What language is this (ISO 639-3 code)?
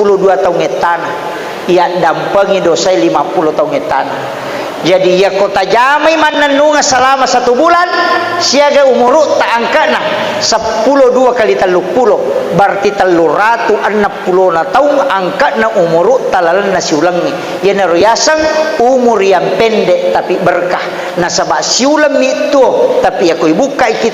bug